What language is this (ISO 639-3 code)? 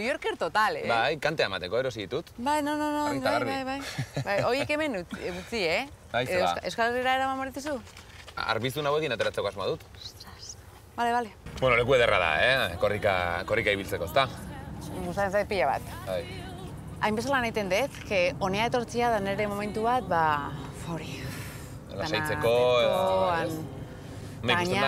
eus